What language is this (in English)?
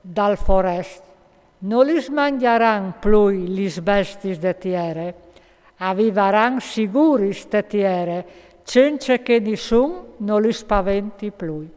Friulian